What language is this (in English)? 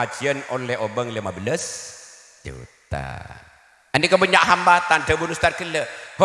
Madurese